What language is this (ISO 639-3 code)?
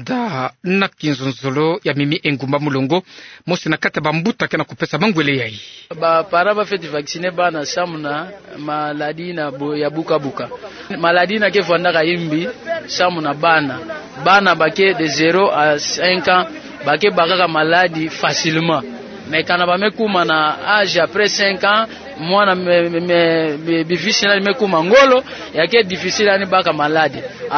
ktu